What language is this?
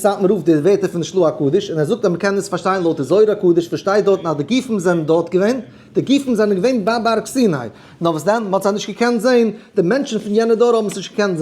Yiddish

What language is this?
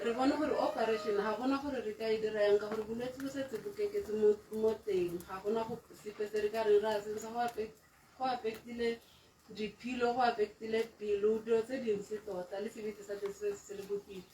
Tswana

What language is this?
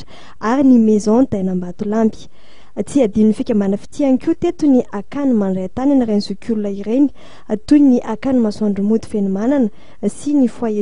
Malagasy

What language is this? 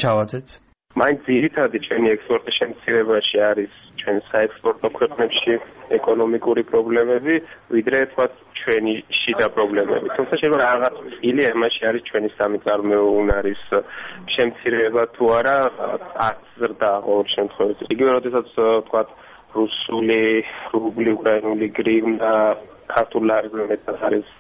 Georgian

